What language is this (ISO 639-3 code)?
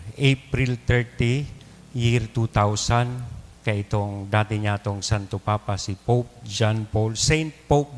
bik